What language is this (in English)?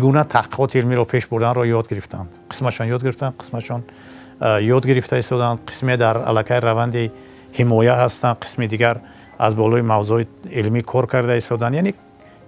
Tajik